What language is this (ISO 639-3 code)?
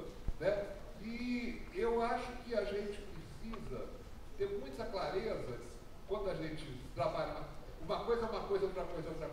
por